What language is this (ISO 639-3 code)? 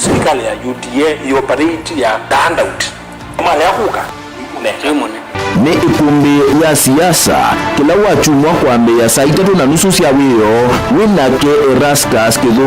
kam